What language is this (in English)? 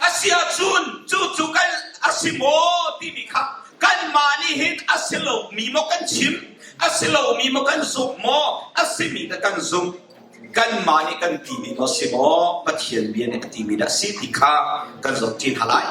Hakha Chin